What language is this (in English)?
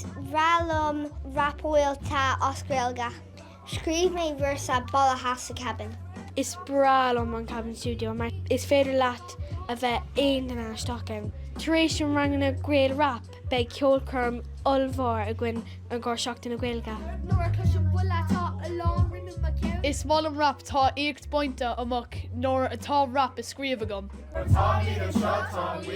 Irish